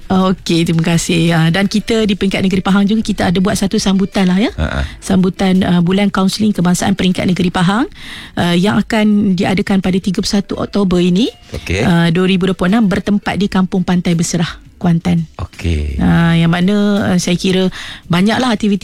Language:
Malay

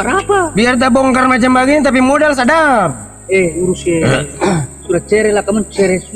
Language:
Ambonese Malay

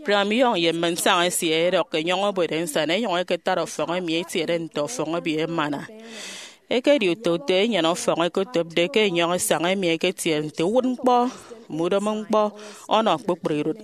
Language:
Efik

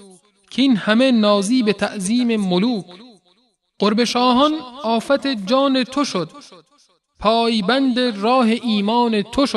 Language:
Persian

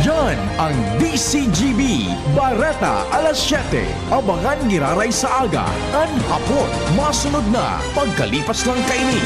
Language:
Bikol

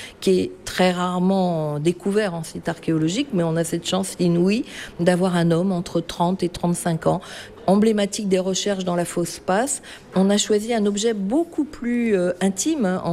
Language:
French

